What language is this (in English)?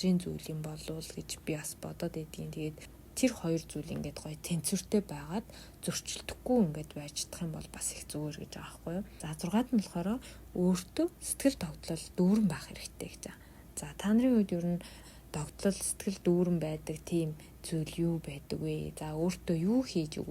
Mongolian